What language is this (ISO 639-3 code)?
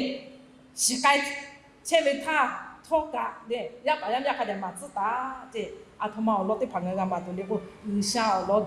lhu